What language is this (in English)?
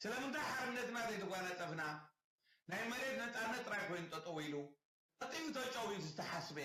Tigrinya